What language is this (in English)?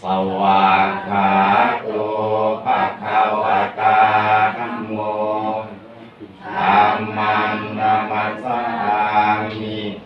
Pali